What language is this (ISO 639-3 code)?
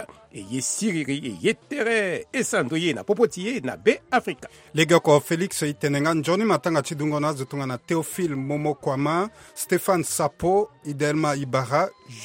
sag